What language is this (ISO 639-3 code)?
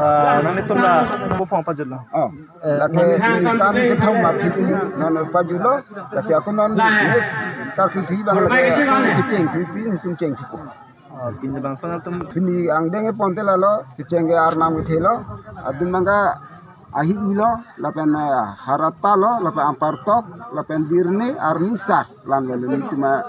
mjw